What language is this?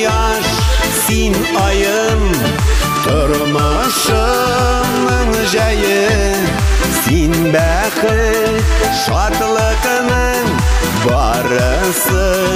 Bashkir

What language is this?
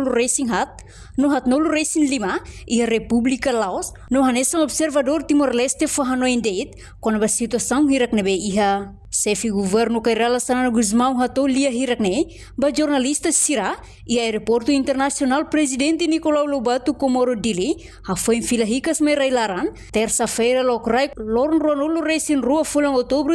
Tetum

